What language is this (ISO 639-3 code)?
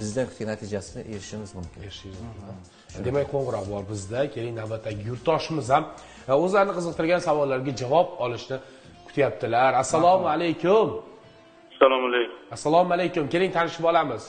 uzb